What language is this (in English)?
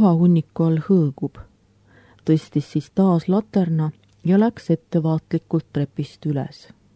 Estonian